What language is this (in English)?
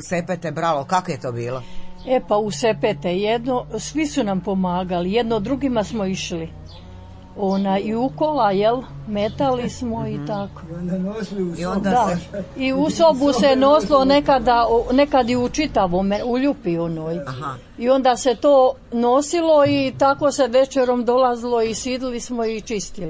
Serbian